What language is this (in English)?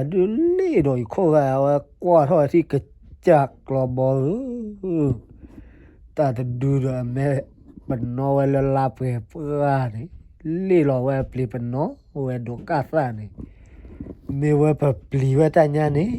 S'gaw Karen